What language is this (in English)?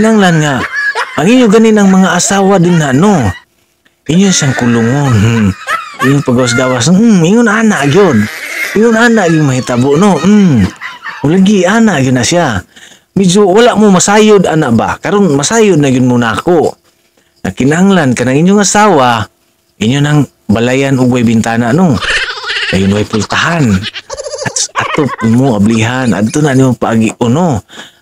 Cebuano